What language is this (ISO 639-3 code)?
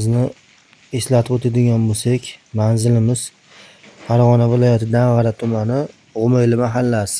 uzb